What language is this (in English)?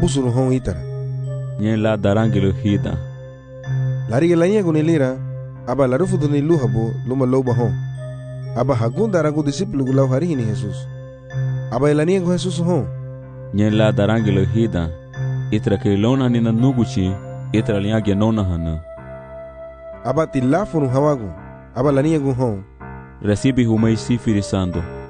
Garifuna